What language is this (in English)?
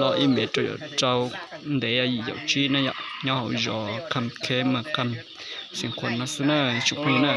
Hmong